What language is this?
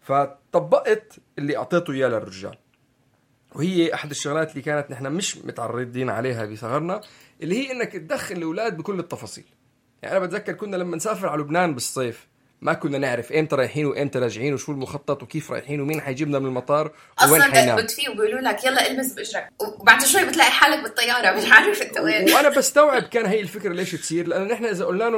North Levantine Arabic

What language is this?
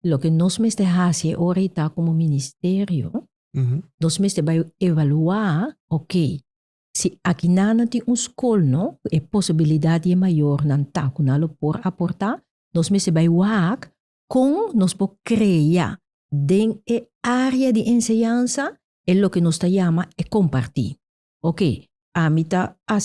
Papiamento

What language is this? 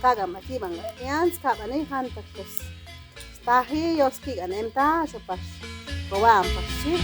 Chuj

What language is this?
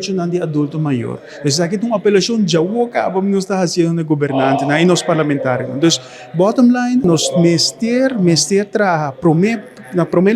Papiamento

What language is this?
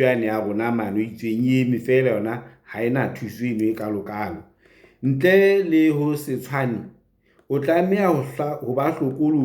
Southern Sotho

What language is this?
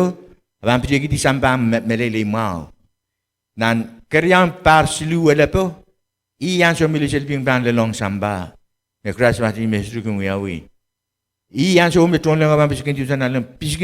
Pohnpeian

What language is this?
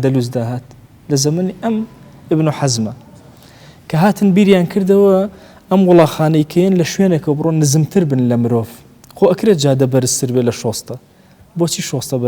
Central Kurdish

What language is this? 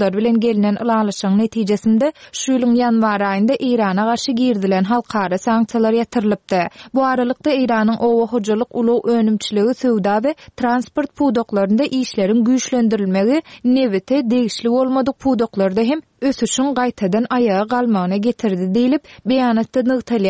Turkmen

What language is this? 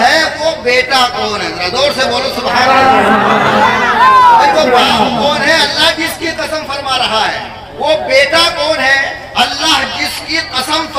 Urdu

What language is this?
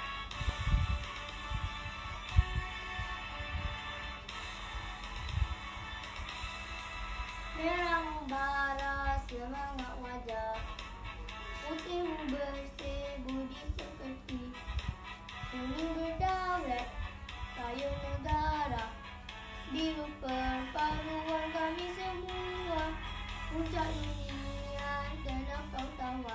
Malay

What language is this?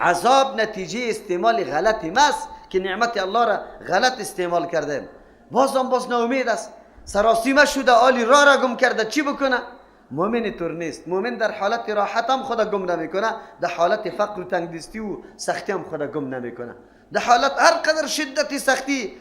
Persian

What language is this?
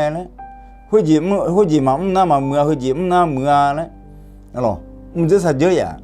Akha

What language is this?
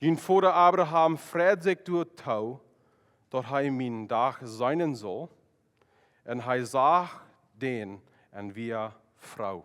Plautdietsch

